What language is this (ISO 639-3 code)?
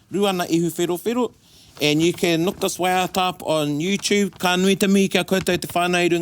mri